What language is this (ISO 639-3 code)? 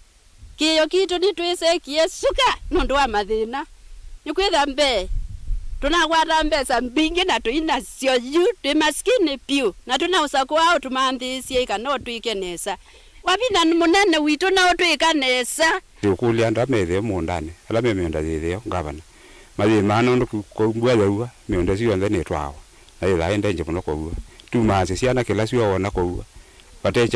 kam